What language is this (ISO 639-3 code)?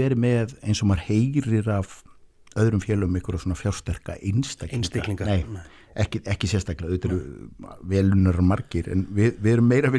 isl